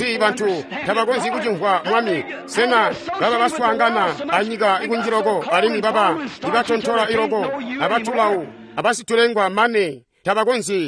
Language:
Tonga (Zambia)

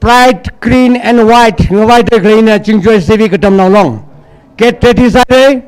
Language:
Tangkhul Naga (India)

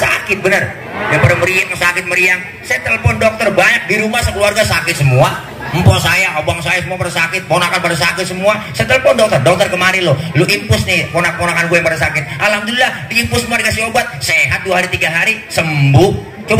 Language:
Betawi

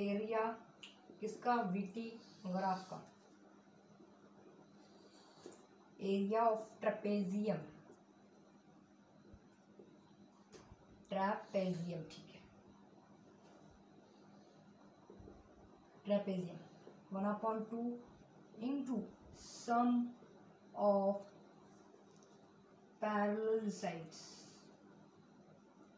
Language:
Hindi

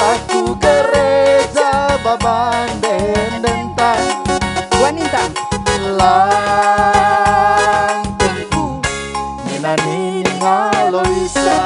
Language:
Batak Karo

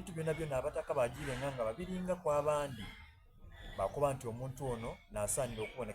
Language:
Soga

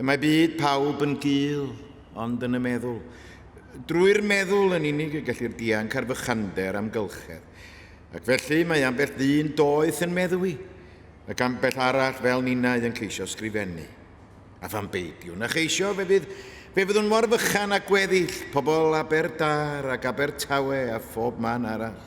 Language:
Welsh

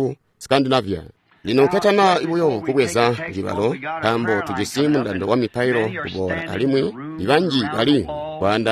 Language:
Tonga (Zambia)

